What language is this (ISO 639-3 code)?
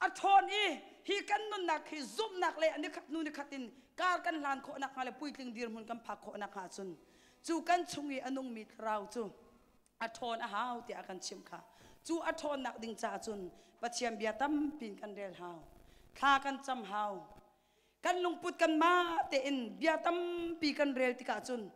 cnh